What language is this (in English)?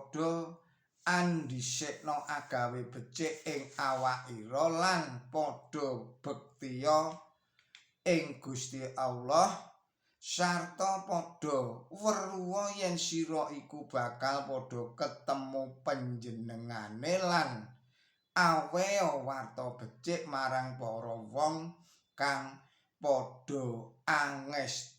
Javanese